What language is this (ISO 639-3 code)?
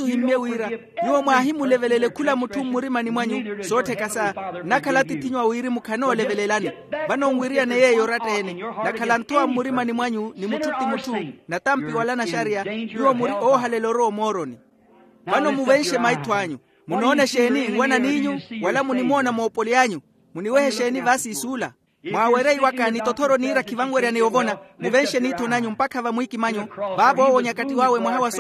vmw